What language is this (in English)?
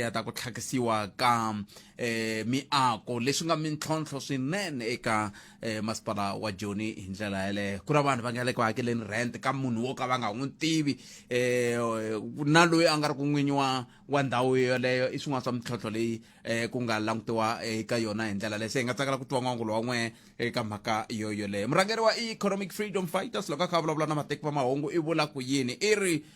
Tsonga